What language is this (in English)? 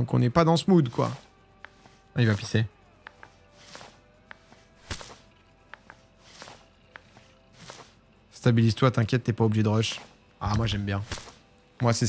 French